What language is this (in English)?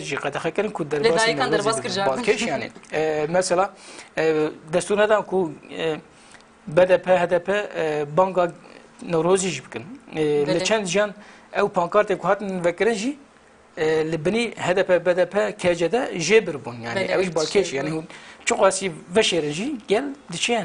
Kurdish